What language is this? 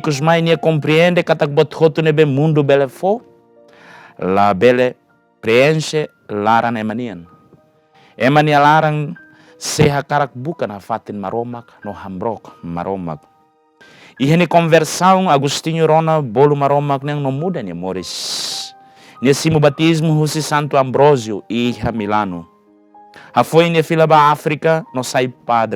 Tetum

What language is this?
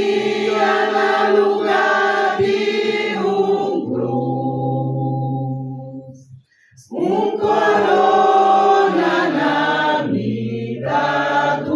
Papiamento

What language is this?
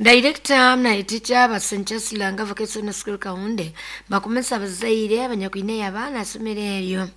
Nyoro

